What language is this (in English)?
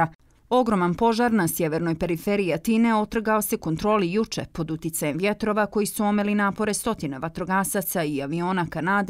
Bosnian